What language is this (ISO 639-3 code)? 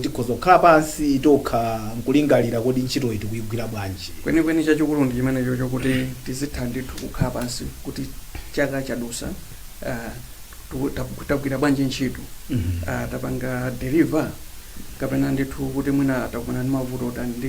nya